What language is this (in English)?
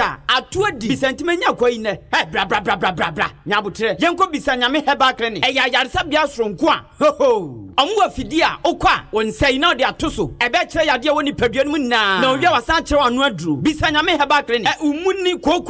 Akan